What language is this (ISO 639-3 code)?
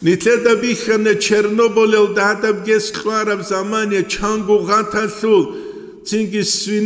ava